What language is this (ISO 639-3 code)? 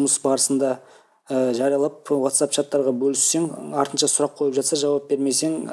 kaz